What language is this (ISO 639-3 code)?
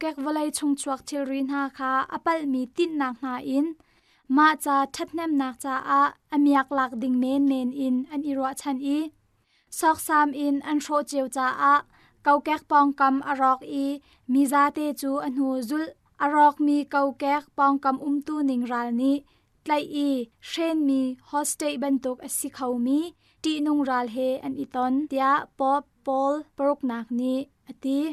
cnh